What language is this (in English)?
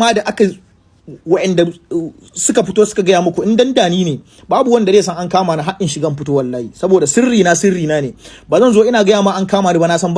Hausa